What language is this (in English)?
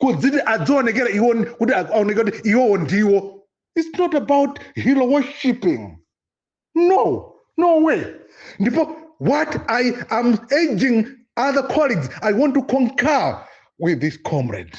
Nyanja